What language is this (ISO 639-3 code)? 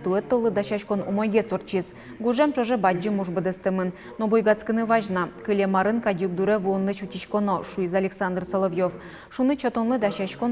udm